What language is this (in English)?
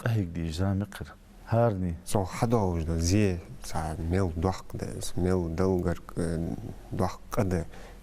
Ingush